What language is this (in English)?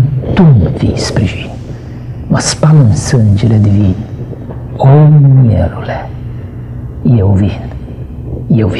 Romanian